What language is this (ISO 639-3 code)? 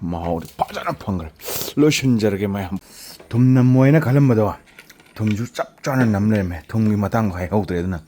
mni